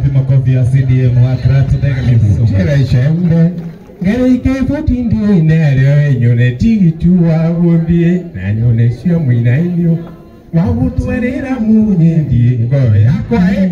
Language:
Kikuyu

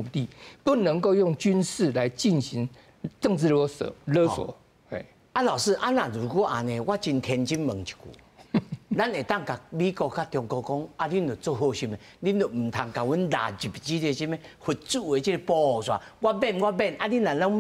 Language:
Min Nan Chinese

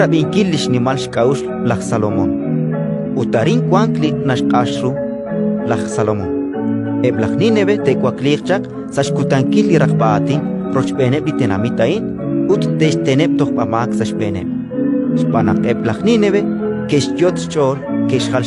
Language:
Kekchí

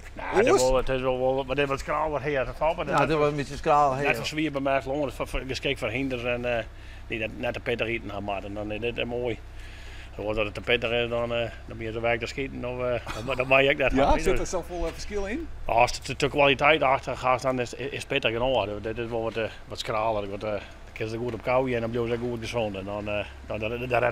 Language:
Western Frisian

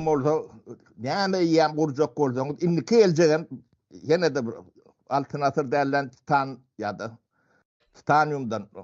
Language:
Turkmen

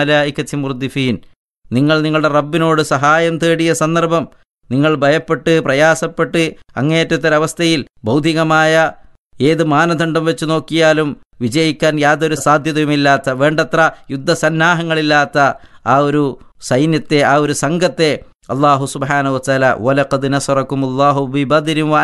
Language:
Malayalam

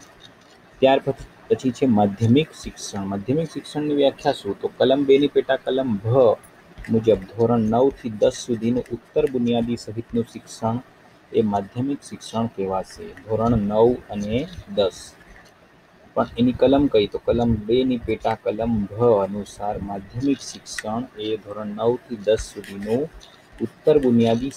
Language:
Gujarati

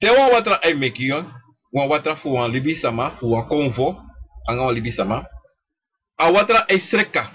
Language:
Sranan Tongo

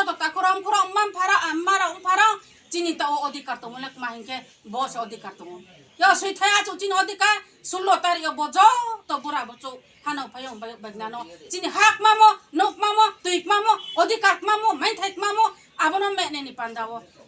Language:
Riang (India)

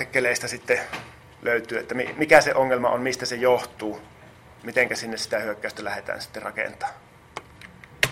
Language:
Finnish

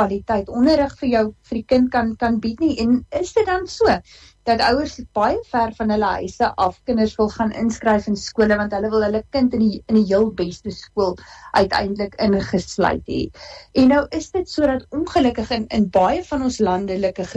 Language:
Afrikaans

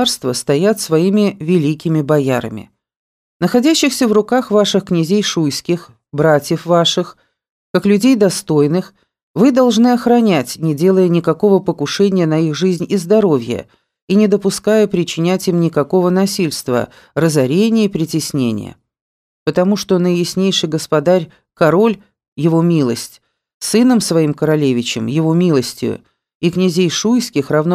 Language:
Russian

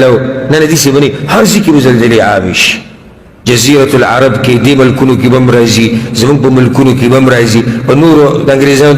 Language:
Pashto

